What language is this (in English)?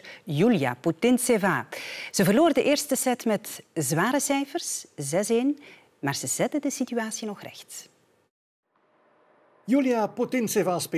Dutch